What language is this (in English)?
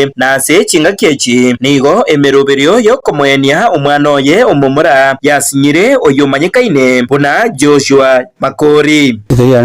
Gusii